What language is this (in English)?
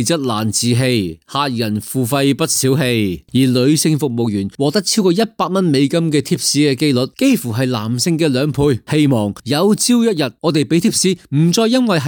Cantonese